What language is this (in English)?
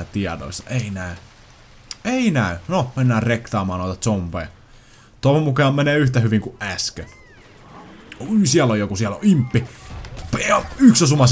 Finnish